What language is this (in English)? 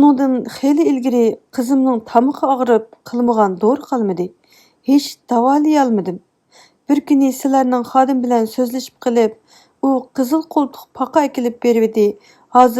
Uyghur